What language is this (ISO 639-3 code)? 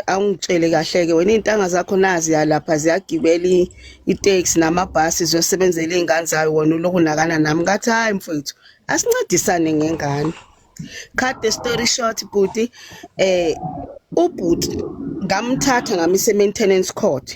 zul